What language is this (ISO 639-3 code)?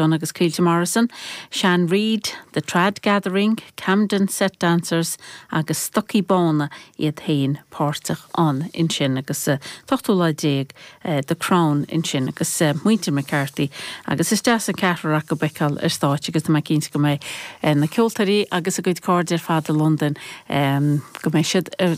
gle